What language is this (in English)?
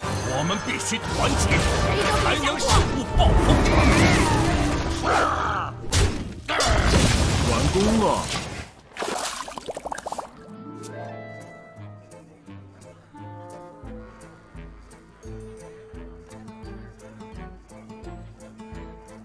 Chinese